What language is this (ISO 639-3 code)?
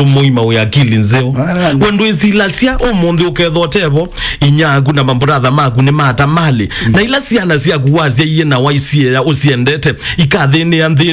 kam